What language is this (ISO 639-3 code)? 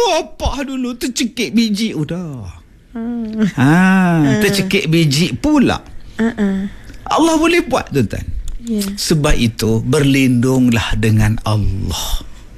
msa